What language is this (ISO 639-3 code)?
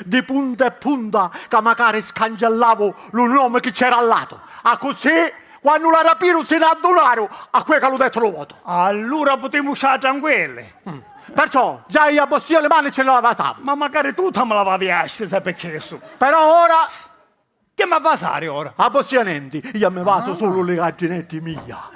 scn